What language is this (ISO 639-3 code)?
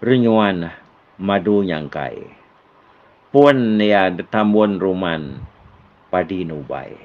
iba